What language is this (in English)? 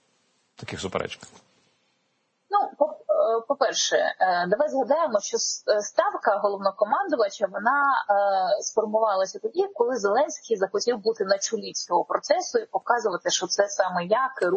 Ukrainian